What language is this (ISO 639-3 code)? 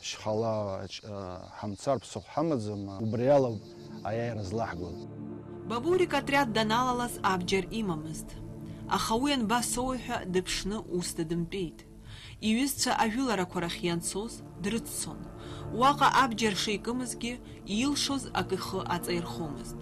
abk